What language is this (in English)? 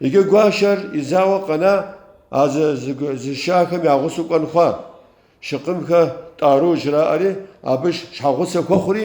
Kabardian